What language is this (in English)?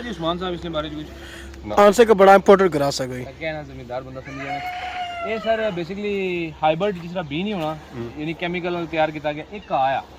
Pahari-Potwari